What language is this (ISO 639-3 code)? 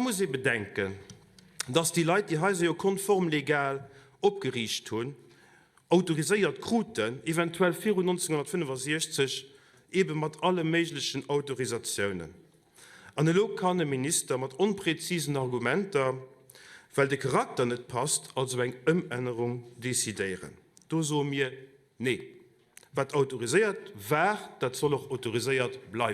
ltz